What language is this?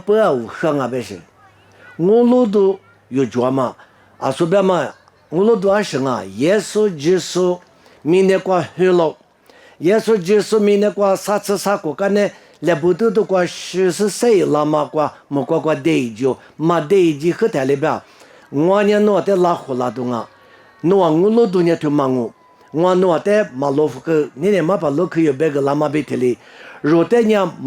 Lisu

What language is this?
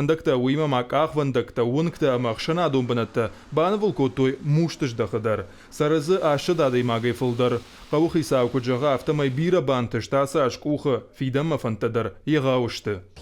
Ossetic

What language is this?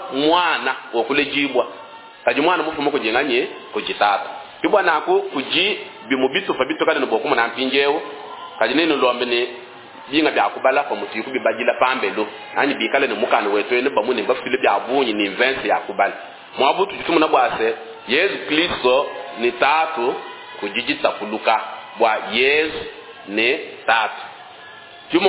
Luba-Lulua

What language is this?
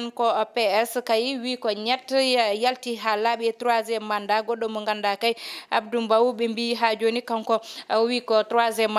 Fula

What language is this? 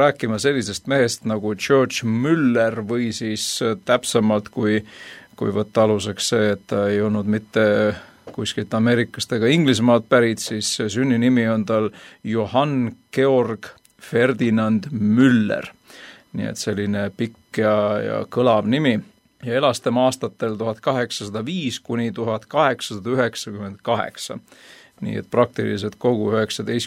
Estonian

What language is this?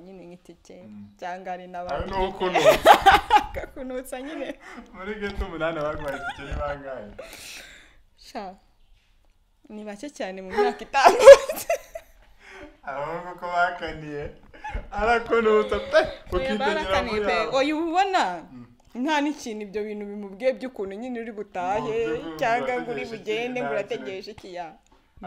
Kinyarwanda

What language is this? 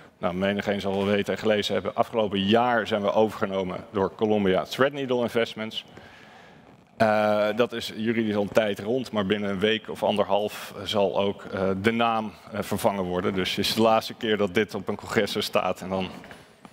Dutch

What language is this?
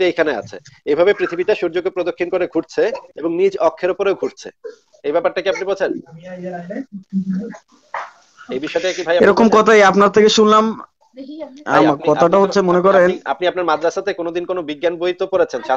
Bangla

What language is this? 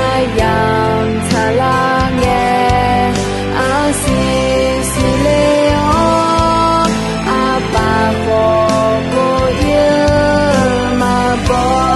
Akha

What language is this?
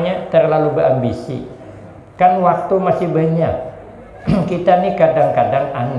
Banjar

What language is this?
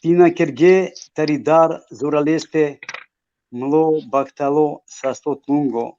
Balkan Romani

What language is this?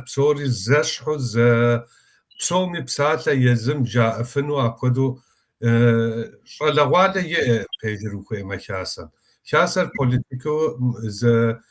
Kabardian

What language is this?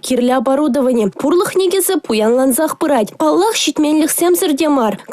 Chuvash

